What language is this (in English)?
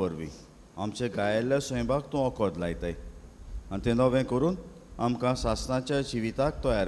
Konkani